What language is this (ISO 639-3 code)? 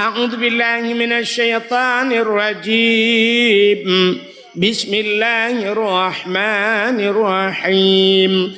ace